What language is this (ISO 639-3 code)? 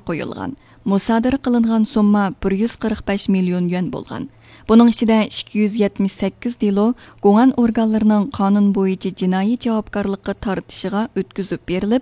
uig